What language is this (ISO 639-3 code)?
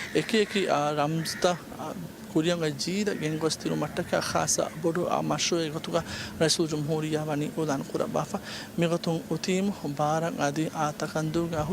div